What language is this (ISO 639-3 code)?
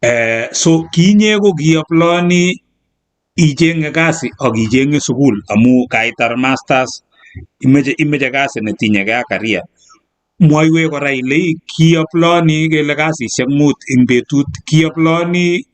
kln